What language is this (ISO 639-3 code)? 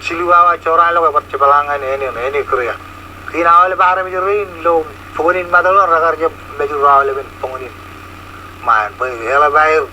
mah